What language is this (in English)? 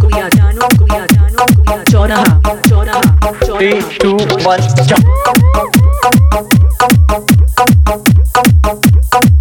Bhojpuri